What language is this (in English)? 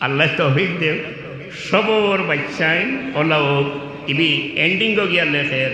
Sylheti